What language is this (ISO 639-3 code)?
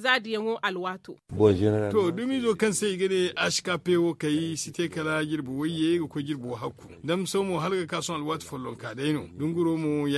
dje